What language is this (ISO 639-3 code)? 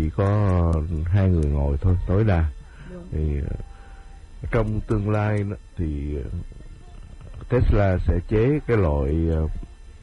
vie